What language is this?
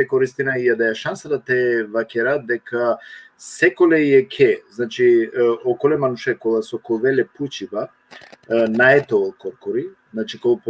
Balkan Romani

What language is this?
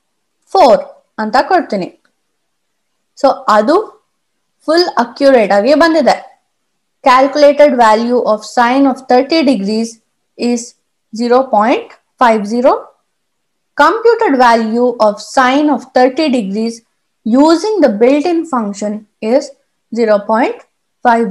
Kannada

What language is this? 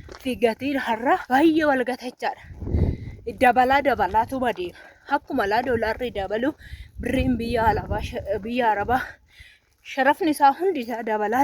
Oromo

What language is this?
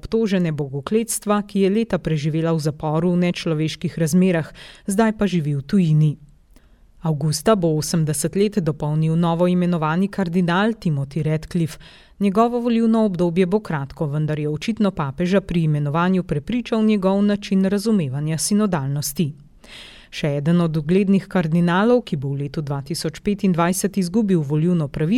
Slovenian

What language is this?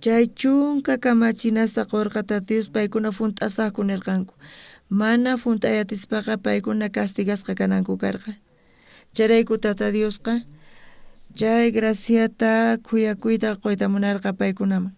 South Bolivian Quechua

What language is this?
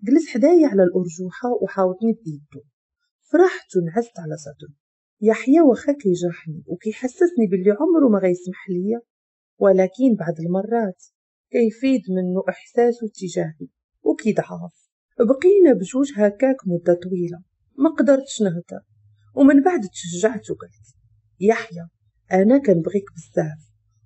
Moroccan Arabic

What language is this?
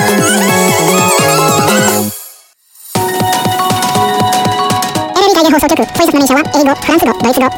Japanese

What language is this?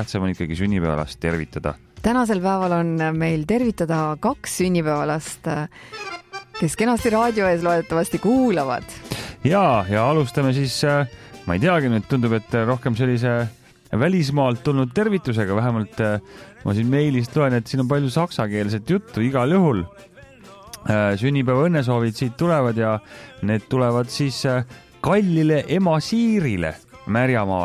Estonian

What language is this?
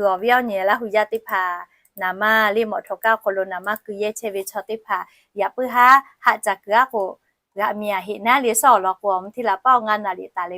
Lahu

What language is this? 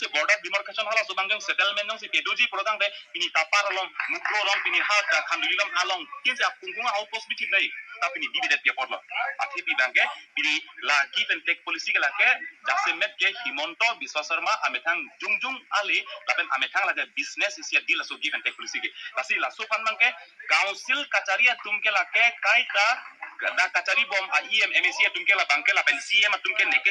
Karbi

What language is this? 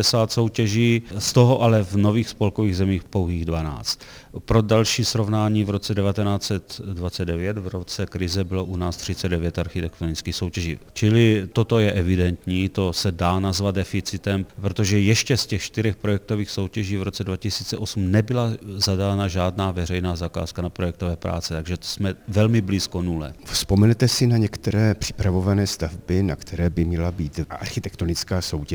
Czech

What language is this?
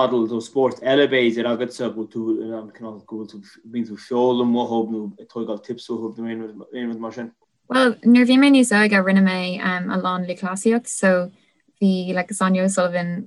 Irish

